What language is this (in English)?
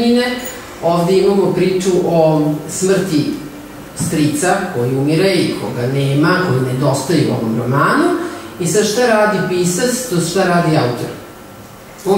Serbian